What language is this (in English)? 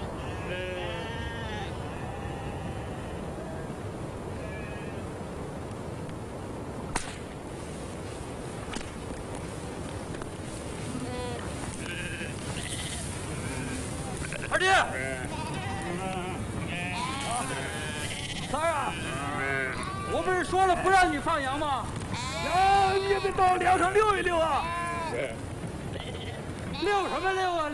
Chinese